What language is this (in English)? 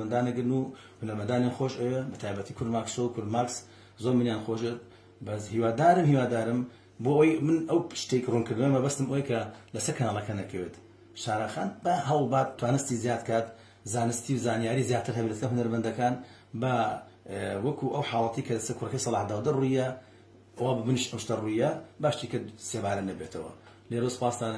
Central Kurdish